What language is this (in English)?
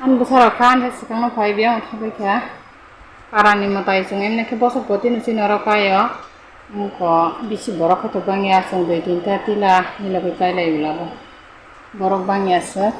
Kok Borok